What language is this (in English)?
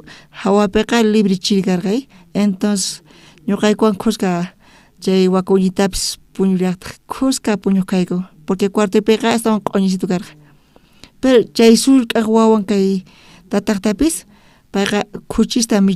South Bolivian Quechua